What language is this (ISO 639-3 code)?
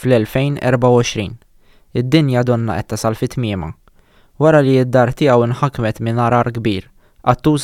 mlt